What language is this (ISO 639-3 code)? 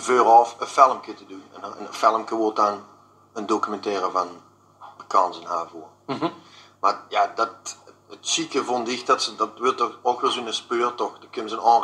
lim